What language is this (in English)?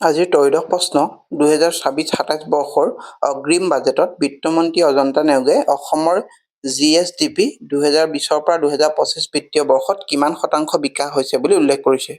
Assamese